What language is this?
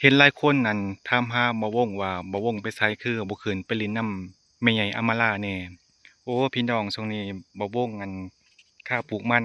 Lao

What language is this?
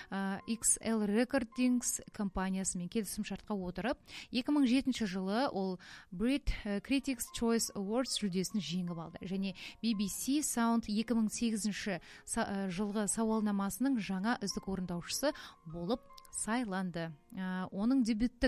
Kazakh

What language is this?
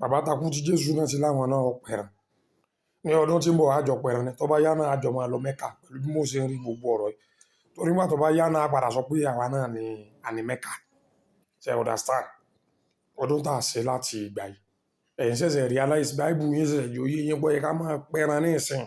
Yoruba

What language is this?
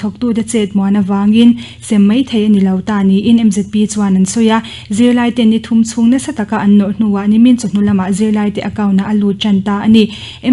Mizo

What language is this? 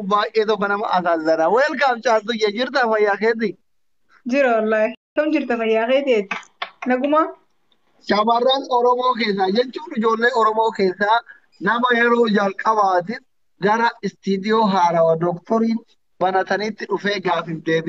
Oromo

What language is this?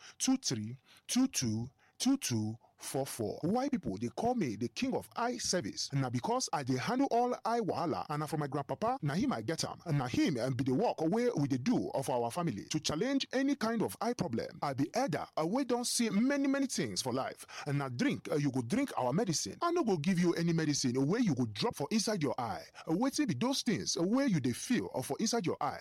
Nigerian Pidgin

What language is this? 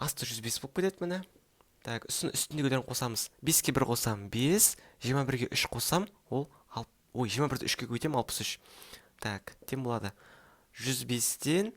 Kazakh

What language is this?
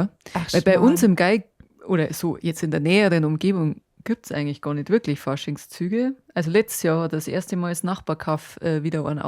Bavarian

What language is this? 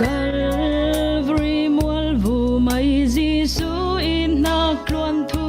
Falam Chin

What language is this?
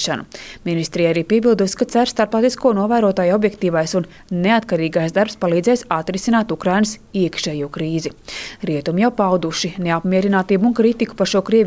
Latvian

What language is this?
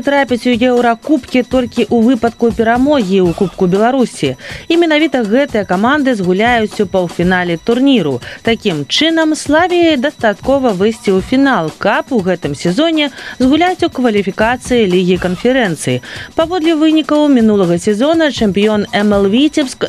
Belarusian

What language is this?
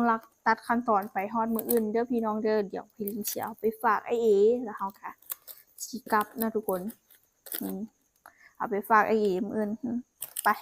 Lao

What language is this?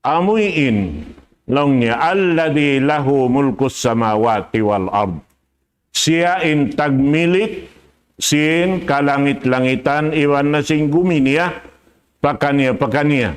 Tausug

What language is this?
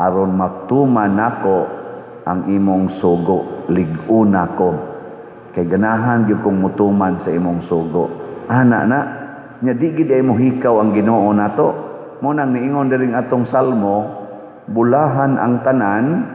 Cebuano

